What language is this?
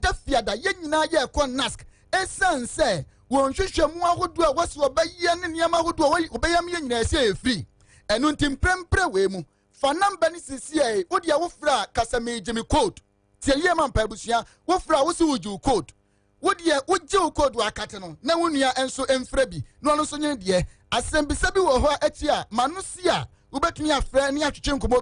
Akan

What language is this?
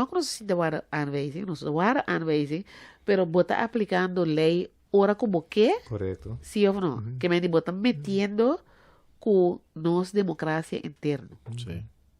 Papiamento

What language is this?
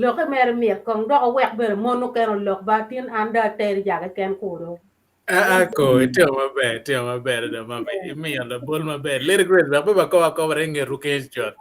Acoli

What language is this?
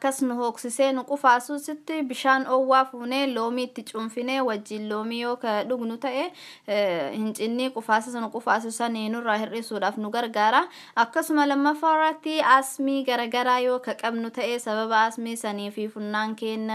Oromo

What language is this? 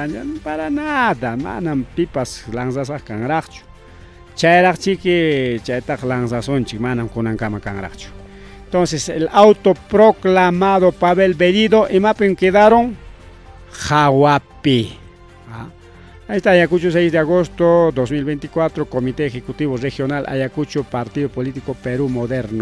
Ayacucho Quechua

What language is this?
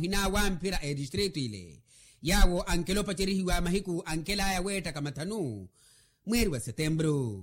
Makhuwa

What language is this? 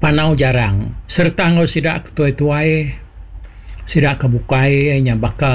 Iban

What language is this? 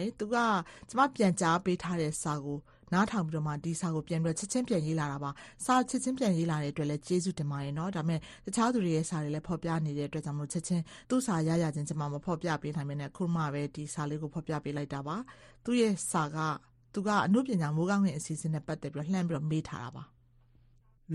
Burmese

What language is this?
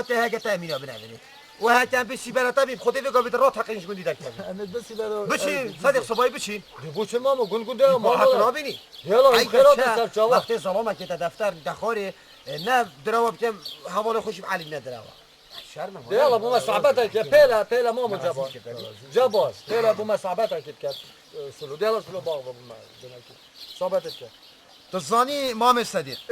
Kurdish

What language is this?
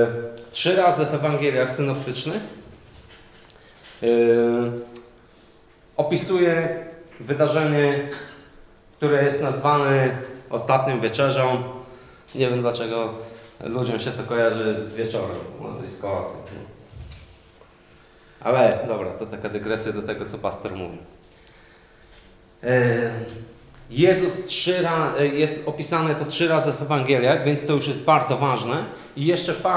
Polish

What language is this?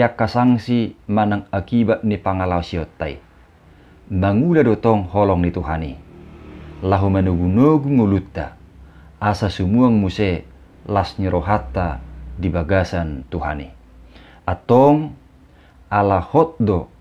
Batak Toba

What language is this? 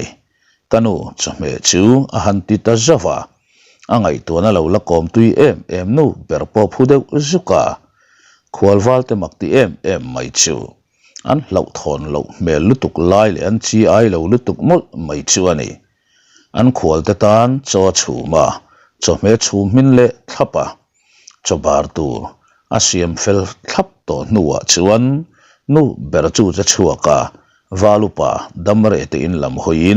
Mizo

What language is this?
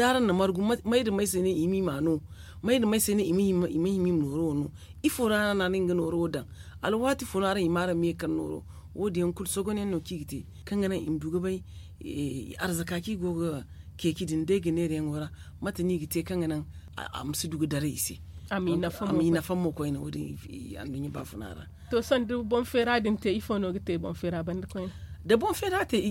Zarma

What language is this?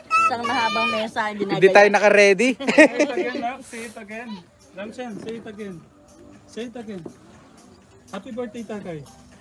Filipino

